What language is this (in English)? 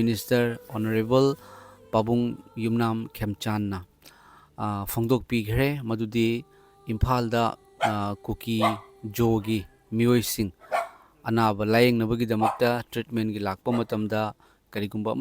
Manipuri